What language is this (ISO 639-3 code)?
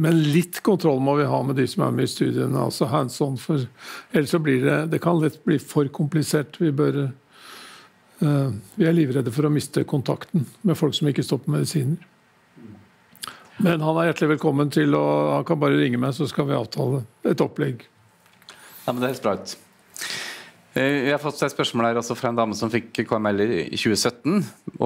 nor